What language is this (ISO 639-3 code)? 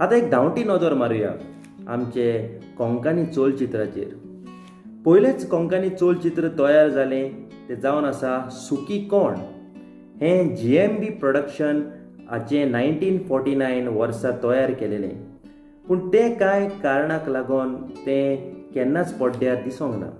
kok